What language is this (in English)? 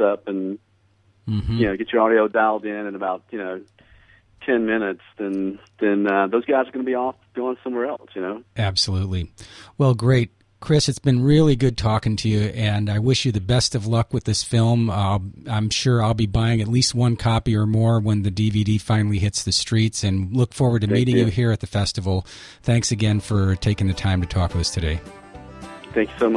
English